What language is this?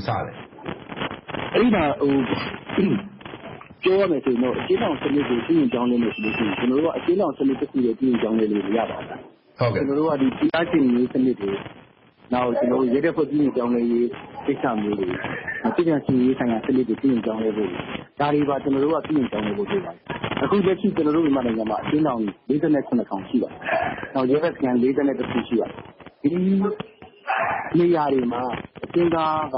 Burmese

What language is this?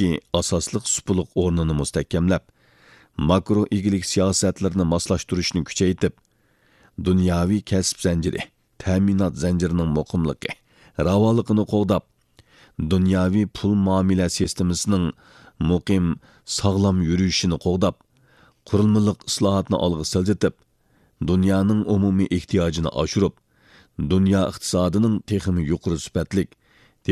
Uyghur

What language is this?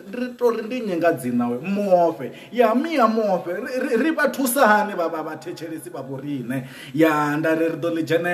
Venda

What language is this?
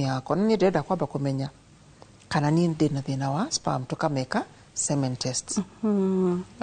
Kikuyu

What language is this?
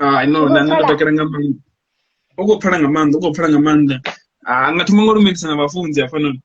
Venda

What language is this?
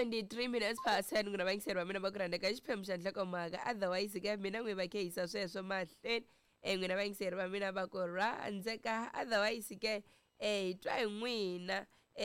Tsonga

